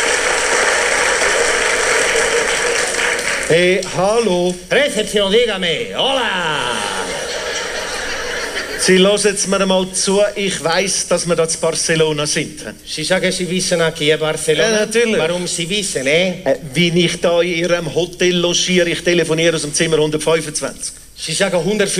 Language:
German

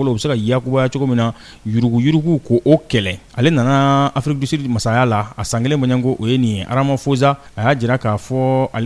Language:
Bambara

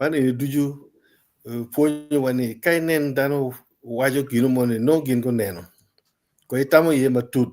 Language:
Acoli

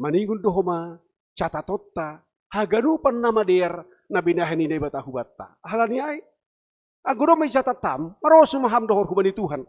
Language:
Batak Simalungun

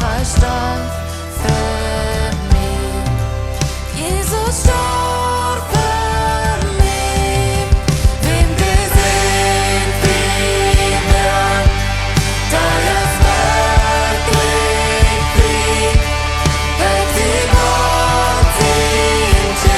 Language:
Plautdietsch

